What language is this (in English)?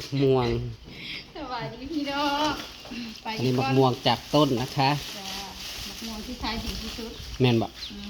Northeastern Thai